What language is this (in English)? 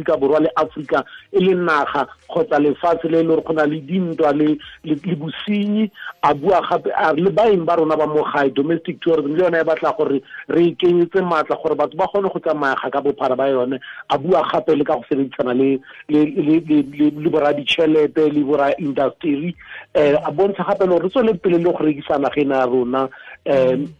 Tswana